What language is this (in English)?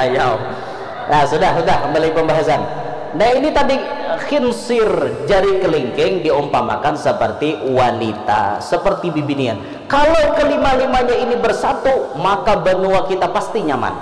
Banjar